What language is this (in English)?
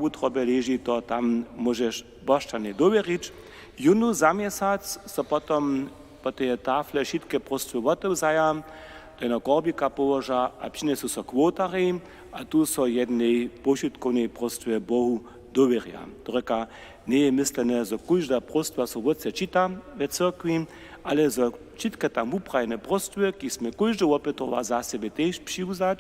Upper Sorbian